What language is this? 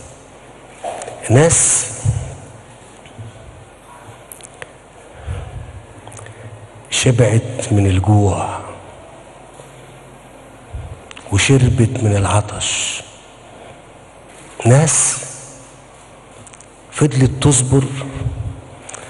Egyptian Arabic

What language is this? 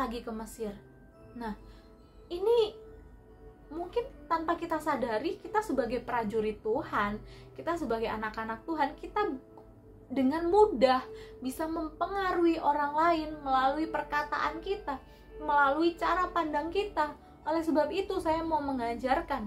Indonesian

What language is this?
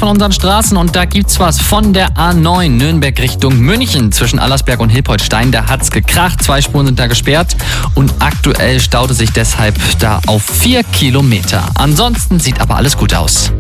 German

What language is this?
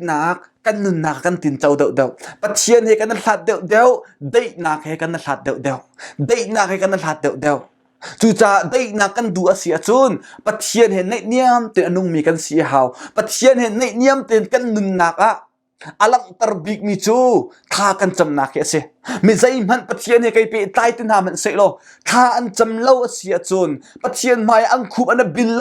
Hakha Chin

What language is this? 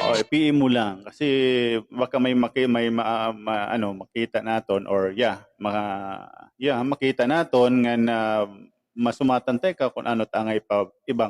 Waray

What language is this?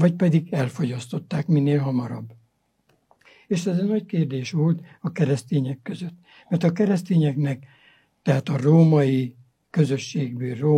Hungarian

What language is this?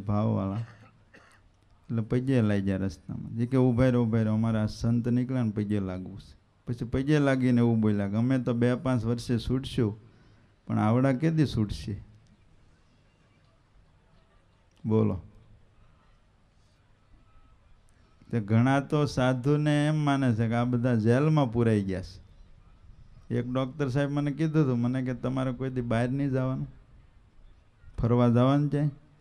Gujarati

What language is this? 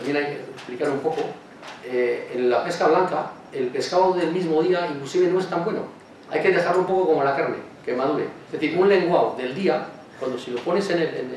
Spanish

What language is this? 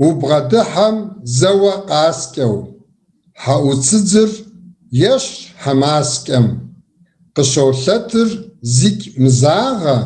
Kabardian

